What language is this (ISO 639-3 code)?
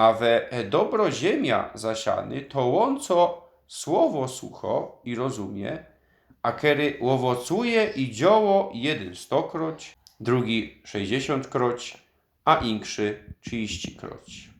szl